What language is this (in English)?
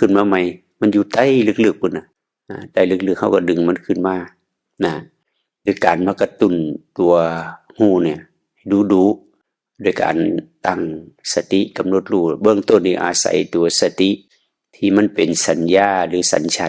Northeastern Thai